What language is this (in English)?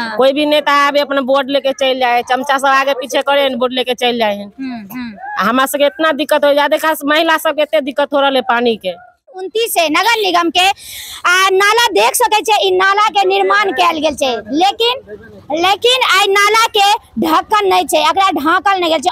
Maithili